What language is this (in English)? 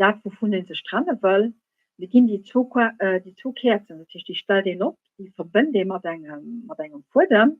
Luxembourgish